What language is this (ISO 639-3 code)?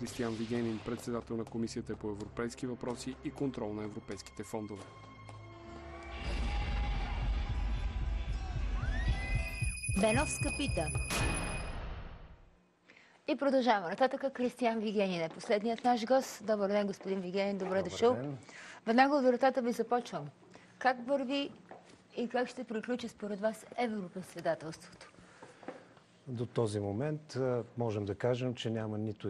bul